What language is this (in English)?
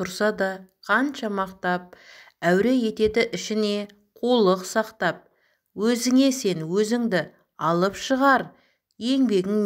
Kazakh